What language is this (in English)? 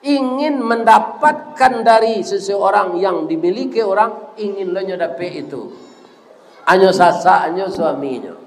Minangkabau